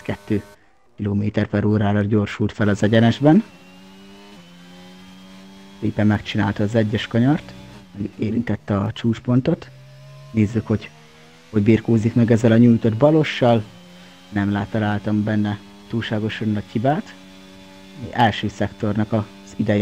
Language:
Hungarian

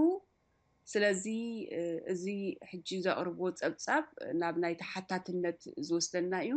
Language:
Tigrinya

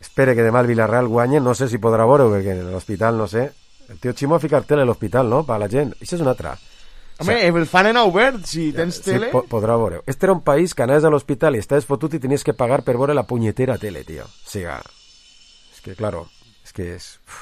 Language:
Catalan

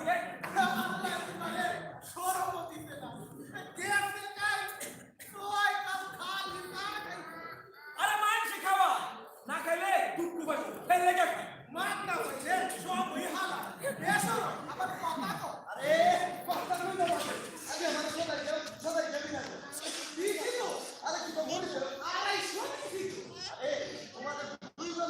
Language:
Sylheti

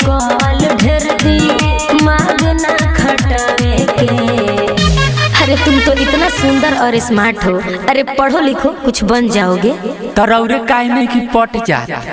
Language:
Bhojpuri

